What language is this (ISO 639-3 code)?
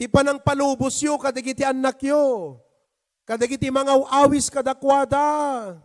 ilo